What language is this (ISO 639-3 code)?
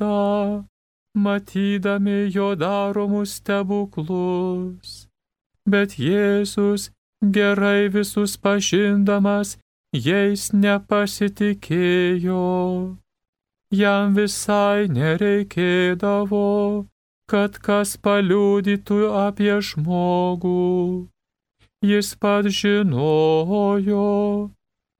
lit